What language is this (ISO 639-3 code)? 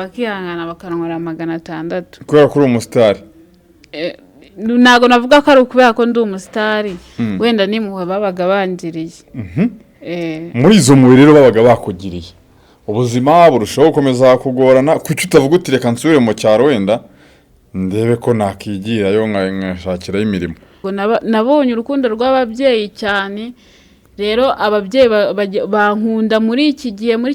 kin